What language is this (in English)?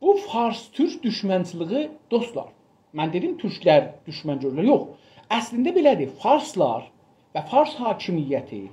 South Azerbaijani